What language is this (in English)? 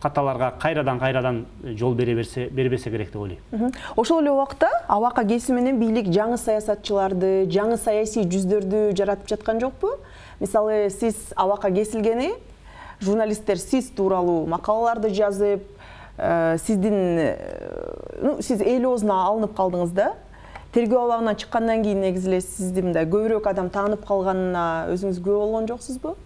Kyrgyz